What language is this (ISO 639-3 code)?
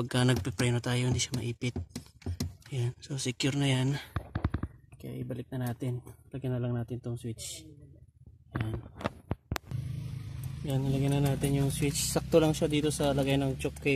fil